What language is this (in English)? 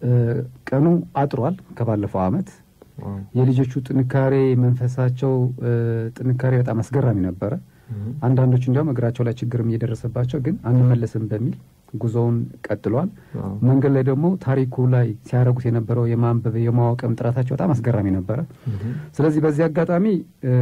Amharic